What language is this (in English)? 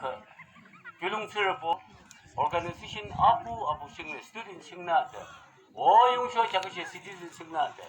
Yimchungru Naga